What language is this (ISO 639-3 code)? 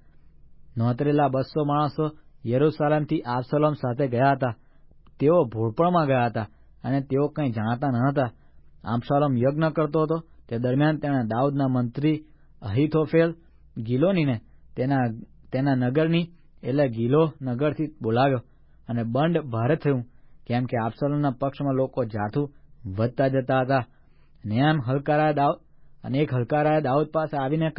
guj